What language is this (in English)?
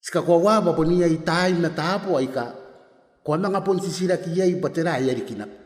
Gilbertese